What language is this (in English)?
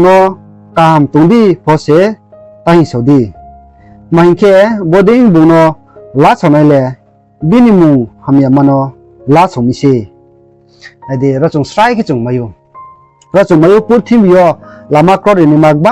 Riang (India)